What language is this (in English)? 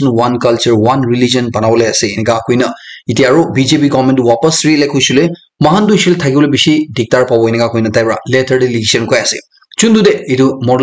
Naga Pidgin